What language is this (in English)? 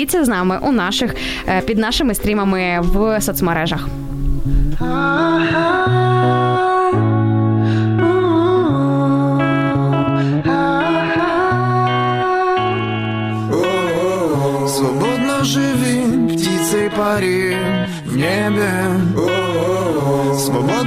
Ukrainian